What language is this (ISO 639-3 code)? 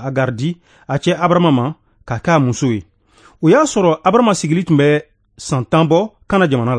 bam